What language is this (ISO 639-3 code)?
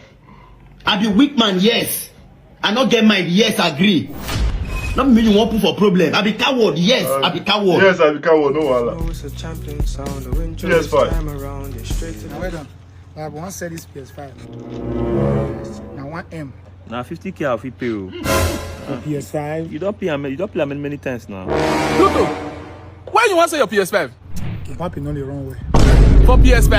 pcm